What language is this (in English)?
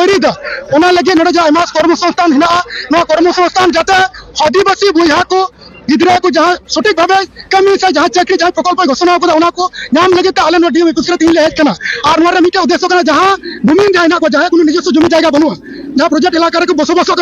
Santali